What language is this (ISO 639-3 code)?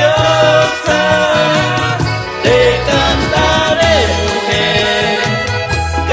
spa